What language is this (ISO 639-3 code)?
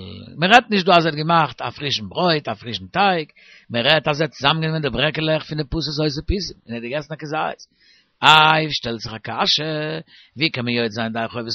yid